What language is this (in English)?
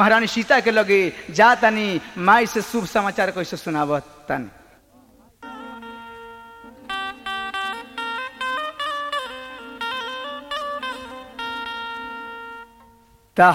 Bhojpuri